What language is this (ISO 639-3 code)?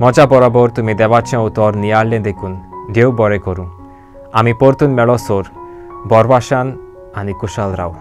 kok